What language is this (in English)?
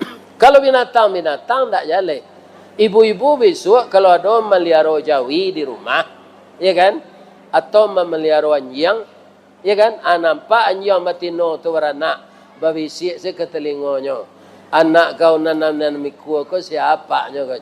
Minangkabau